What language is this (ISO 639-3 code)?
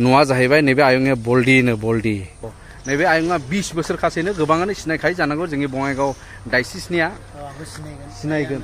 brx